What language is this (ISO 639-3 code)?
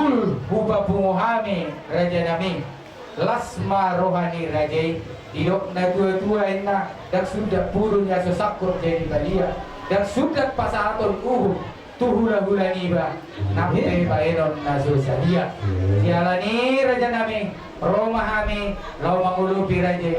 bbc